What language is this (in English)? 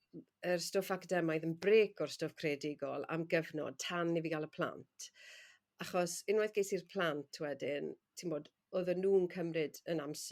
Welsh